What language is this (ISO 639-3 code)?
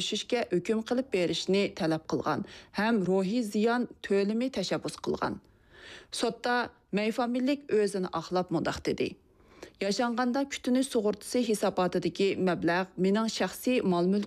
uig